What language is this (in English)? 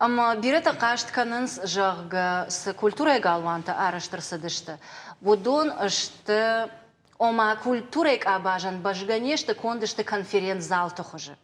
Ossetic